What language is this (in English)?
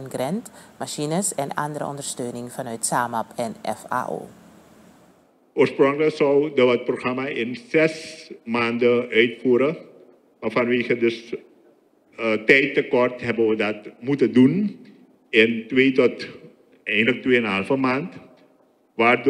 Dutch